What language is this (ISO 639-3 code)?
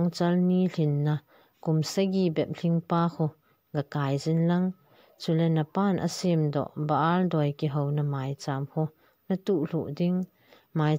tcz